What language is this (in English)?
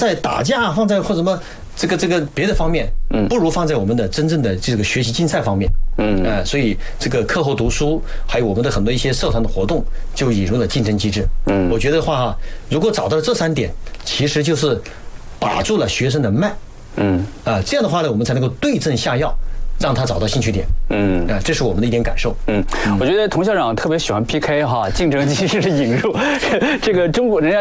Chinese